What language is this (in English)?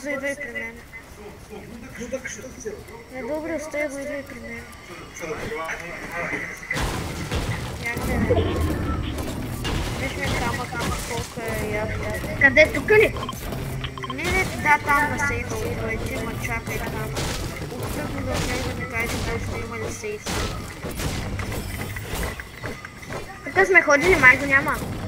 Bulgarian